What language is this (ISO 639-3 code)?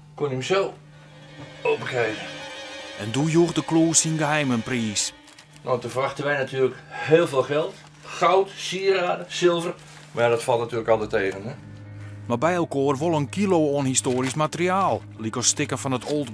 fry